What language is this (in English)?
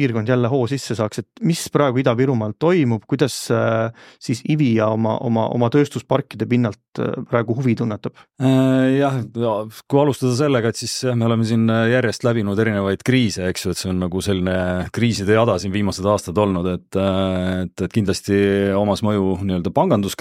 Estonian